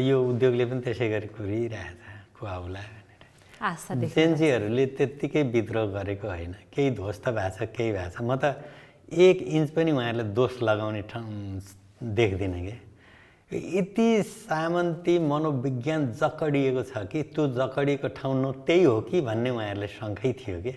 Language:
Nepali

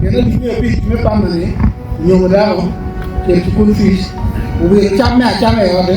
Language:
Acoli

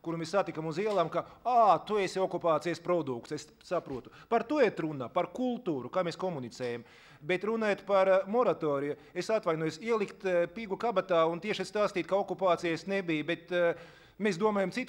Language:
Latvian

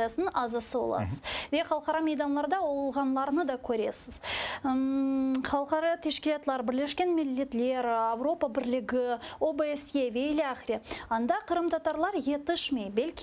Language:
Crimean Tatar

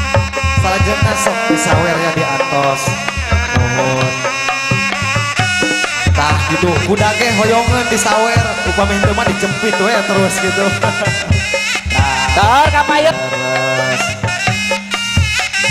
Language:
Sundanese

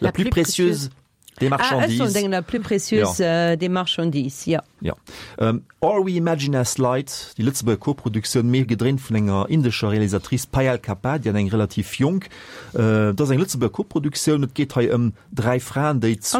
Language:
Luxembourgish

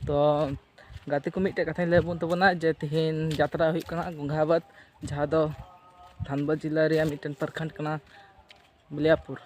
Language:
Santali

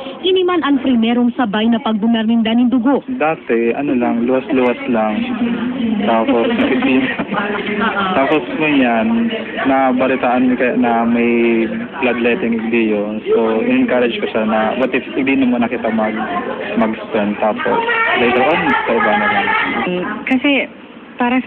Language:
Bikol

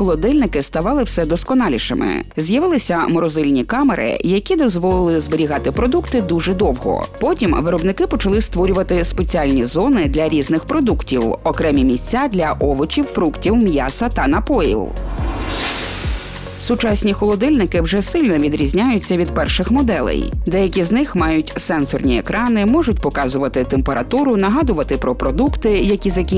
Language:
Ukrainian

